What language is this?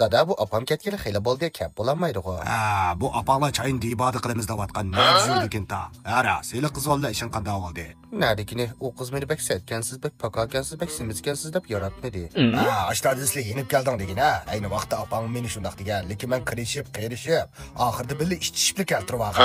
Uyghur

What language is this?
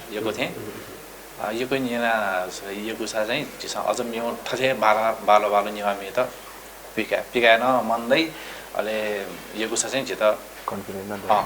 Newari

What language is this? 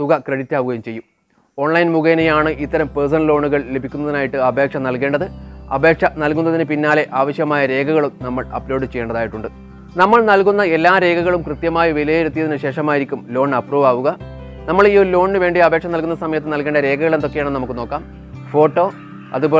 Malayalam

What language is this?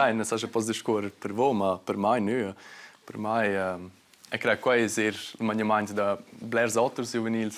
Romansh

